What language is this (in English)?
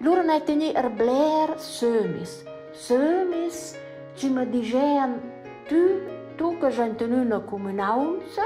Romansh